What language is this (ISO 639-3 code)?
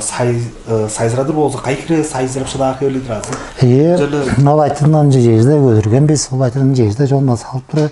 tyv